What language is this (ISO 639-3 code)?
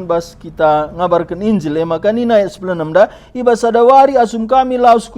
btx